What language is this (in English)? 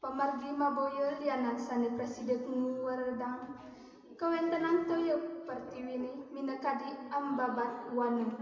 Balinese